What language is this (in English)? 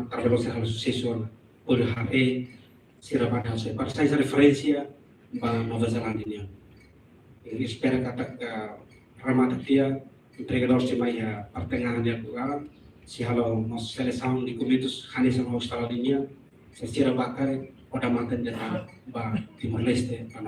Tetum